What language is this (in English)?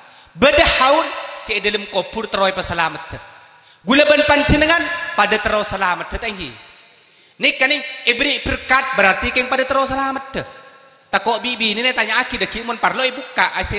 Madurese